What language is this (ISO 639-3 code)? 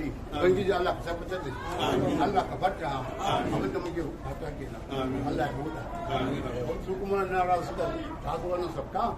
hau